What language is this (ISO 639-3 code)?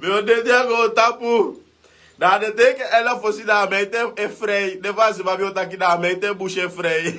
srn